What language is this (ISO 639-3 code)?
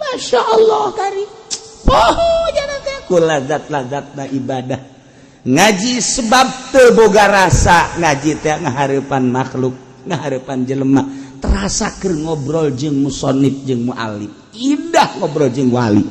sun